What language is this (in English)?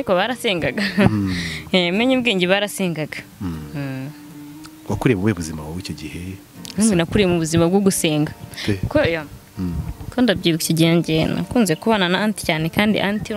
Kinyarwanda